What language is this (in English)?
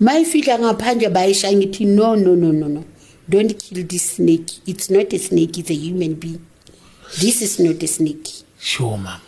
Zulu